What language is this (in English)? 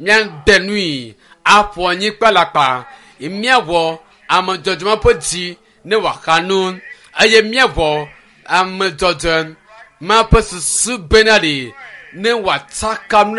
Ewe